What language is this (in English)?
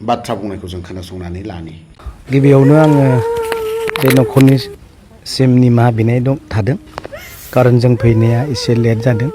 Bodo